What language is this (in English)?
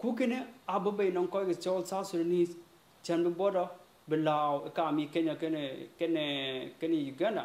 Dinka